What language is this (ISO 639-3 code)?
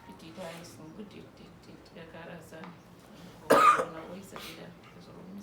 udu